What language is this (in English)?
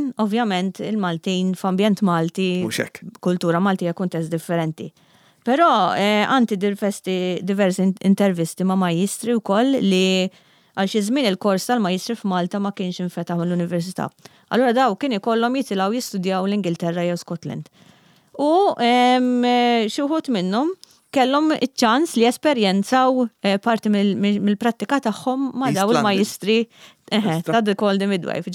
Maltese